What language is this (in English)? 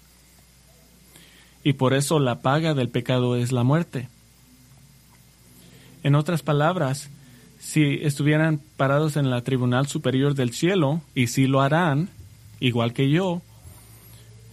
Spanish